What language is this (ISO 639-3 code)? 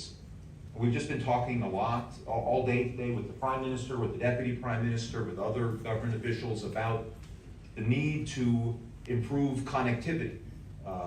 smo